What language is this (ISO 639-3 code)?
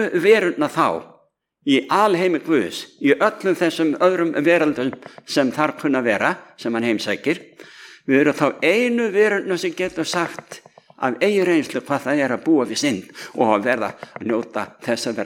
isl